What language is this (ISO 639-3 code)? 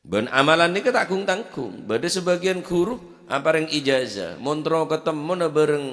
mad